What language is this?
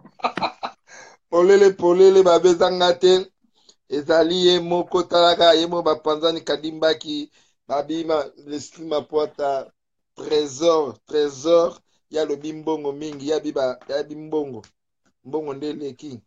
Lingala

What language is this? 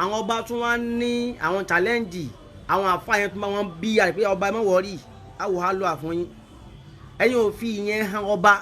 Yoruba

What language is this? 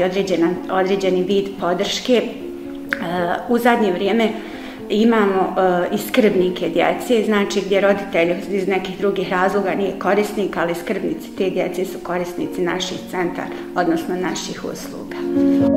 Bosnian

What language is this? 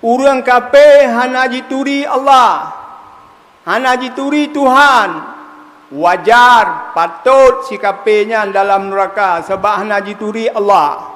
Achinese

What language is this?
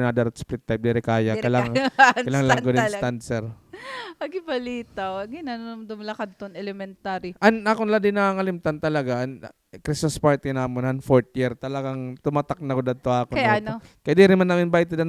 Waray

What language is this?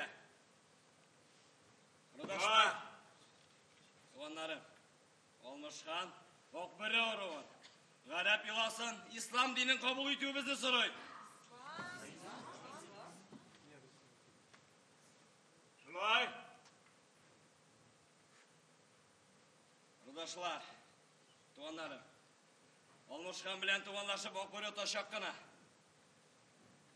Tatar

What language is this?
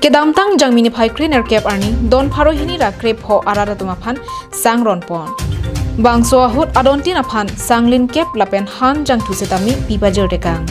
Karbi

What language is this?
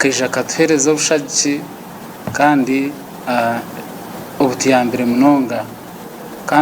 Nyankole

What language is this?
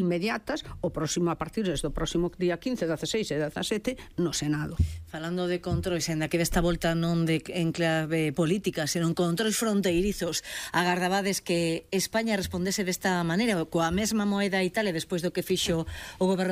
Galician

